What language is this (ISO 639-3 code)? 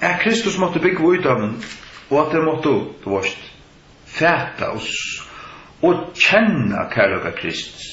fao